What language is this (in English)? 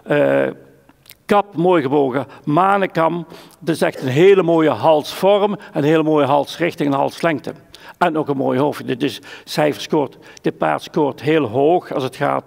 Dutch